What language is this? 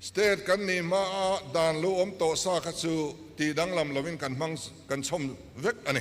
Mizo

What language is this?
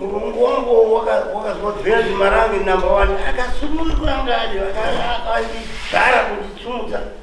Shona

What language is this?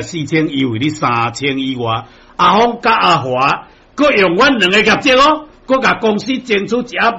Min Nan Chinese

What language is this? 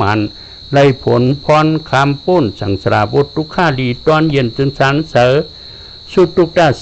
Shan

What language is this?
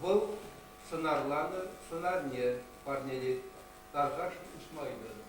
Chuvash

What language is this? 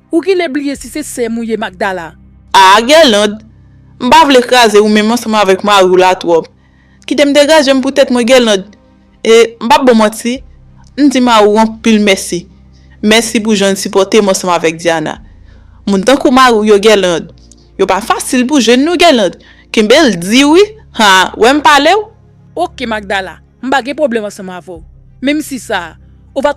Haitian Creole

